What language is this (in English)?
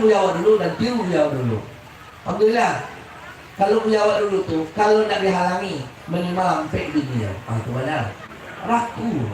Minangkabau